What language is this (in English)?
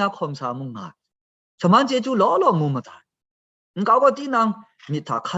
Kachin